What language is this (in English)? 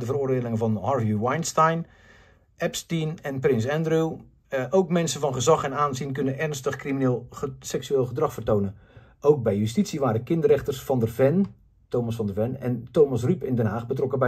Dutch